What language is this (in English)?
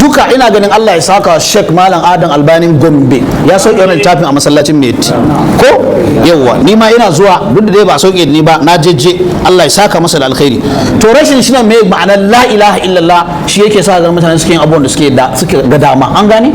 Hausa